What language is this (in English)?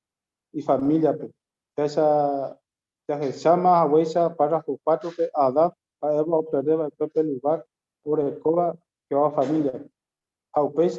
Guarani